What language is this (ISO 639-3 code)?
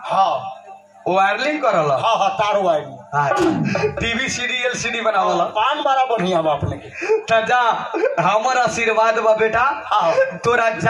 bho